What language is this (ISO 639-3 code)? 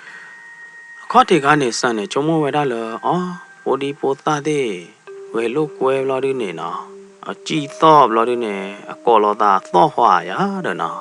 ksw